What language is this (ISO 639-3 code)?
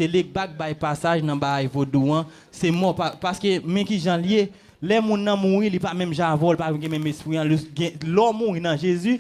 hat